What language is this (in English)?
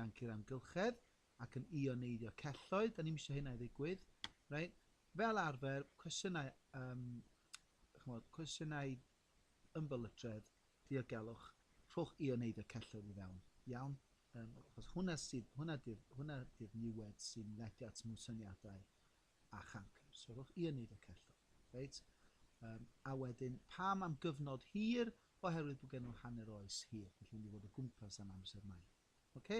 Welsh